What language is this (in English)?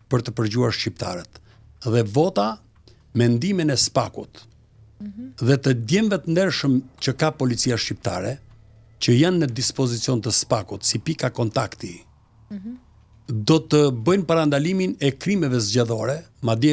Albanian